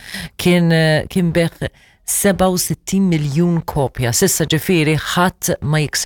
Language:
Maltese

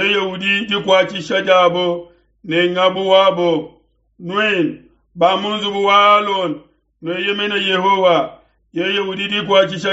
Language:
Luba-Lulua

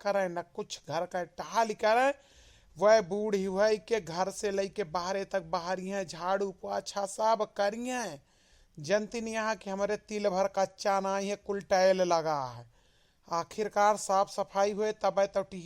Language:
Awadhi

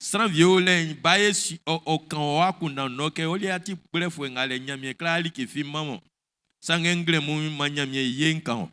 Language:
Baoulé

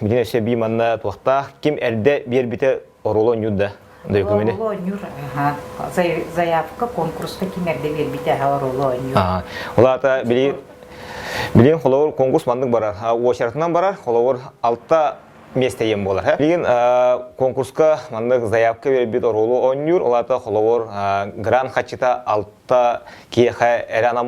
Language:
Yakut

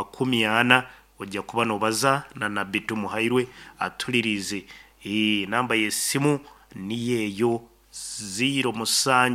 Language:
Nyankole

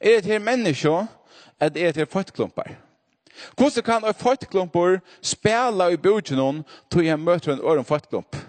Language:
Faroese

